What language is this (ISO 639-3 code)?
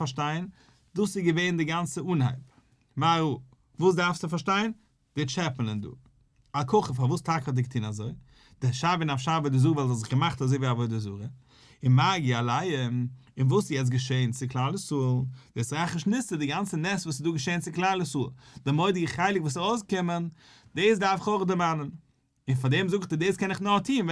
yid